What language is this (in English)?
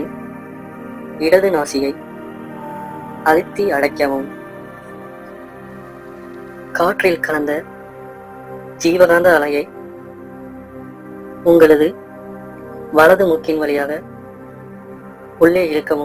Tamil